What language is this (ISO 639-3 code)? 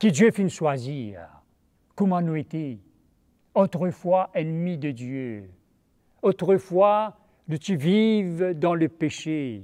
mfe